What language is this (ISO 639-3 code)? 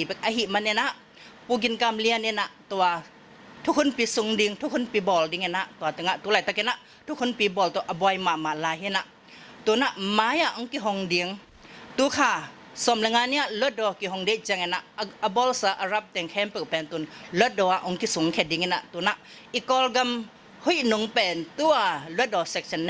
ctd